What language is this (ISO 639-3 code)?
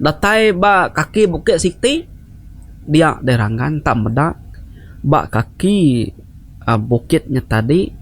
iba